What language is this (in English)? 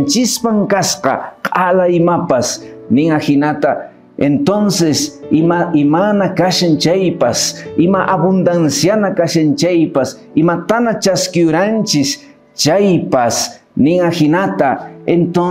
Quechua